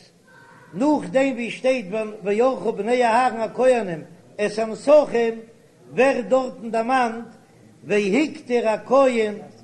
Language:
Yiddish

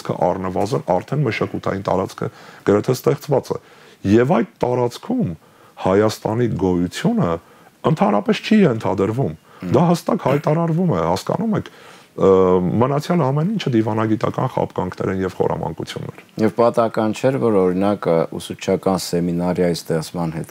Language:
Armenian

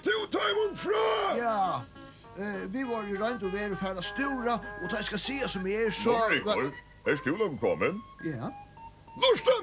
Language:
Faroese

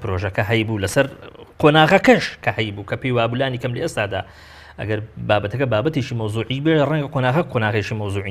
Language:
Central Kurdish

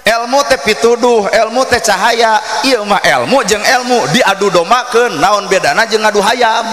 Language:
Sundanese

